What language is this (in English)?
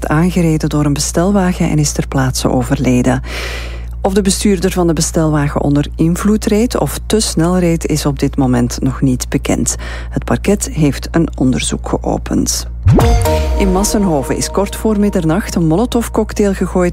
Dutch